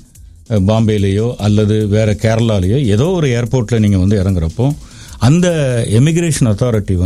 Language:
Tamil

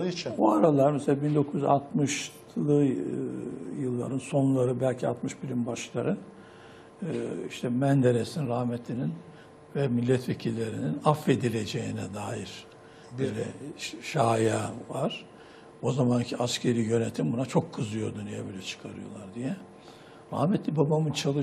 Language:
Turkish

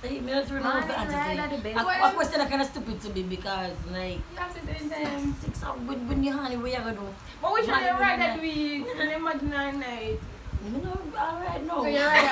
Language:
Jamaican Creole English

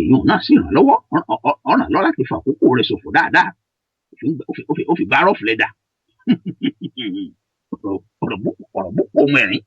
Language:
Yoruba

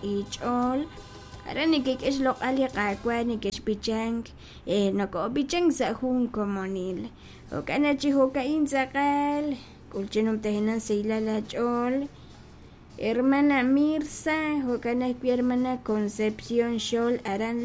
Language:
Kekchí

